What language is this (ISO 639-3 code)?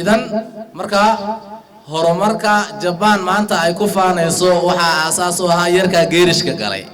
som